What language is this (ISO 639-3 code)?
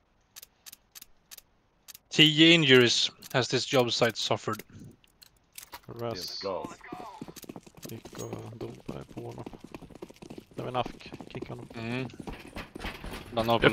swe